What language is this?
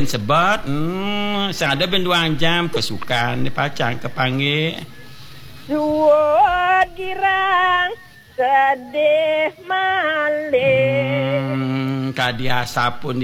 Balinese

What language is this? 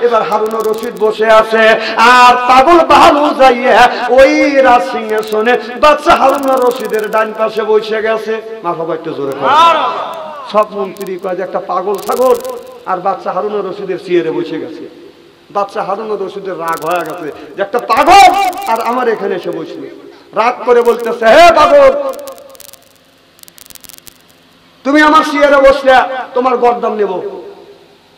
Bangla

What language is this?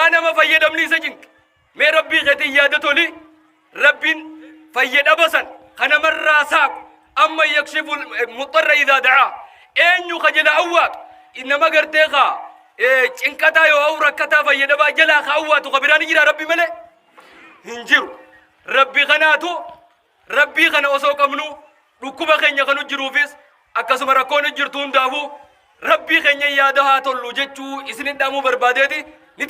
Oromo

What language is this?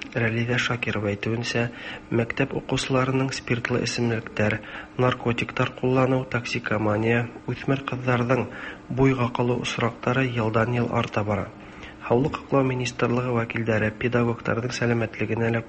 Tatar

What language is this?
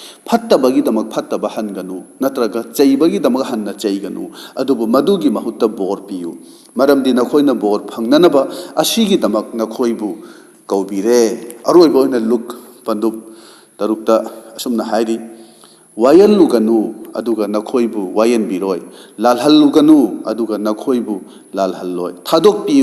Manipuri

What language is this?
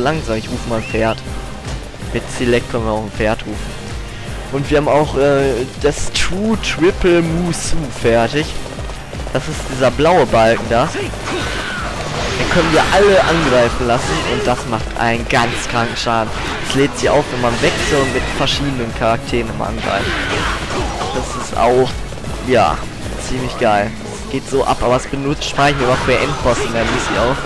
German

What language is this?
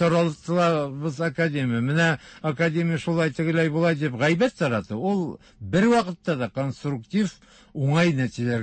Tatar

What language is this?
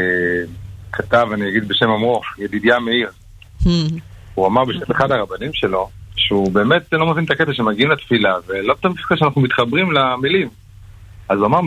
Hebrew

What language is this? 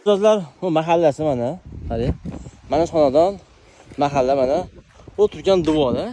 Uzbek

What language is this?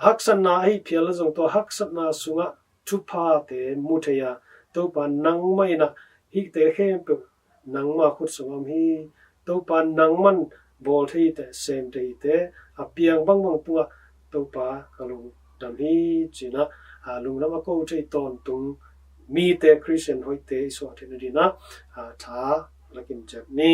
Tedim Chin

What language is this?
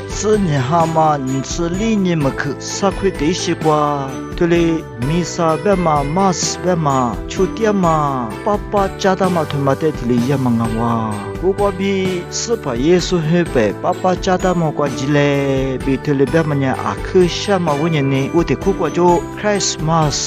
Lisu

